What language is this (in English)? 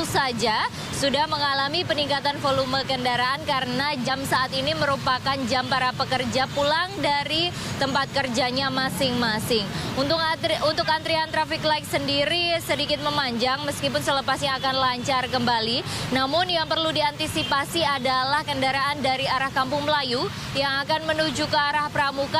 Indonesian